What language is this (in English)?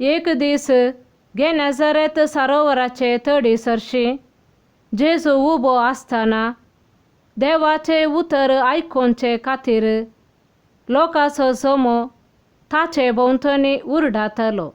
Konkani